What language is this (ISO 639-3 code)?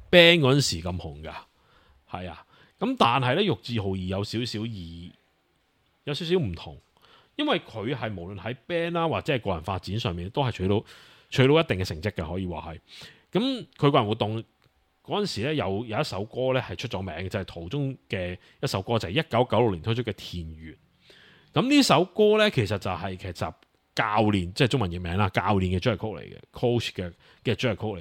yue